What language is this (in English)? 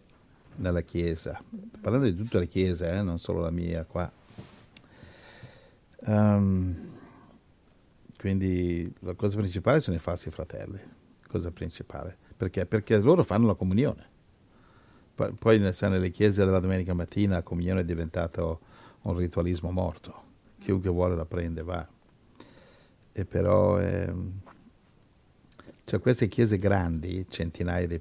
Italian